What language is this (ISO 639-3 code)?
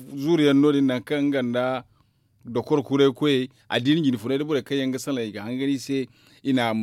dje